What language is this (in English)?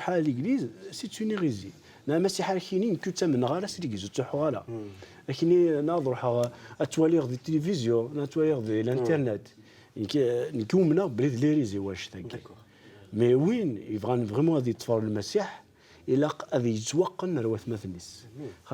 Kabyle